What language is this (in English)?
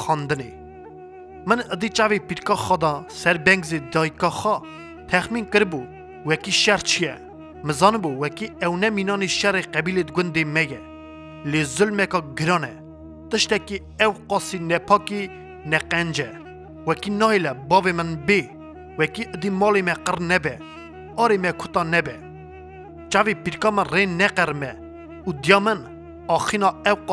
Kurdish